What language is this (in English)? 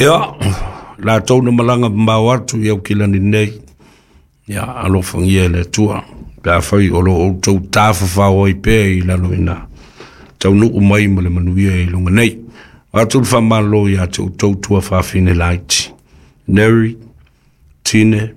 Samoan